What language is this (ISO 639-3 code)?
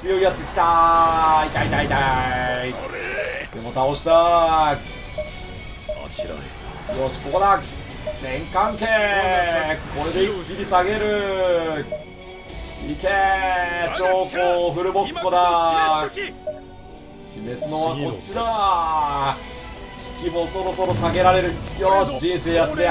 jpn